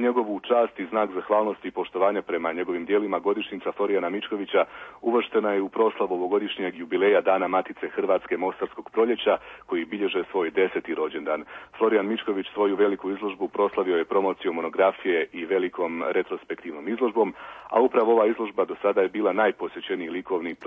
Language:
Croatian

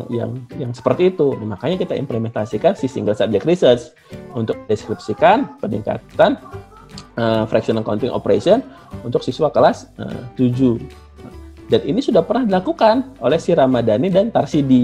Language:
Indonesian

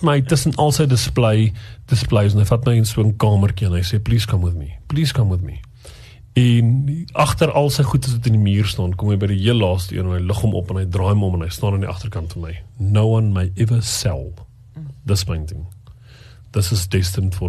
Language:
Afrikaans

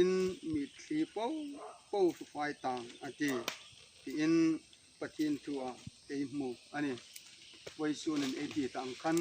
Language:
Hmar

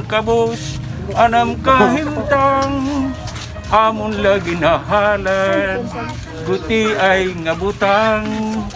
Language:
Waray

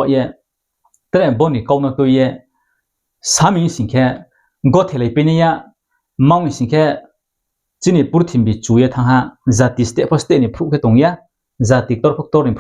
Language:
Riang (India)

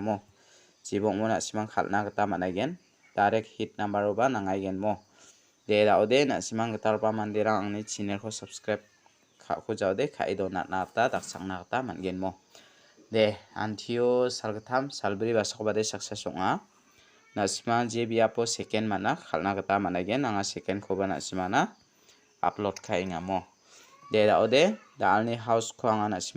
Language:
Garo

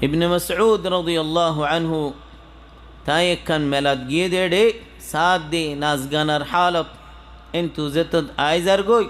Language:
Rohingya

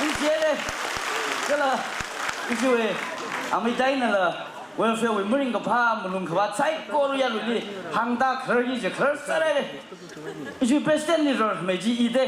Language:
Tangkhul Naga (India)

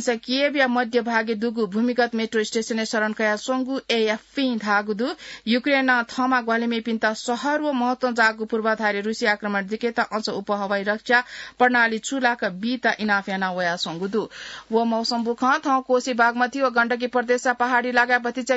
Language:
Newari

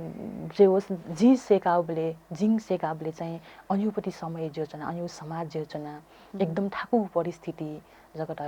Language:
Newari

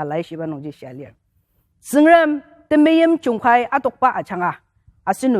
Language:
Ao Naga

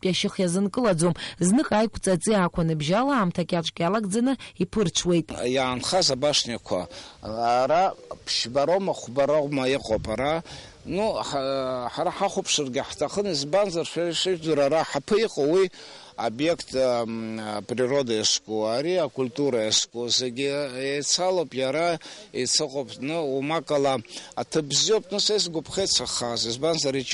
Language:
Abkhazian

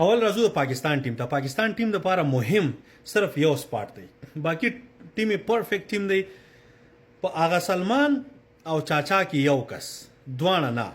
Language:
Pashto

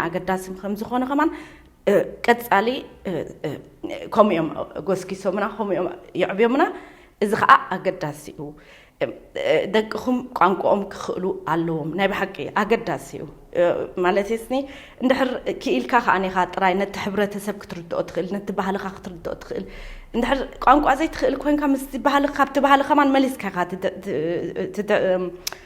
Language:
Tigrinya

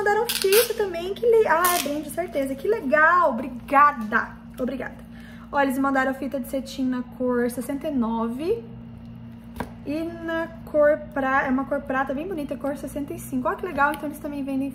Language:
Portuguese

